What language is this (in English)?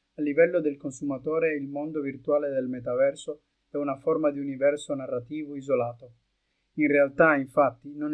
Italian